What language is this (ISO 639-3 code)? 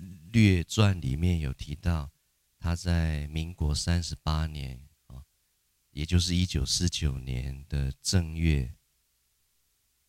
zho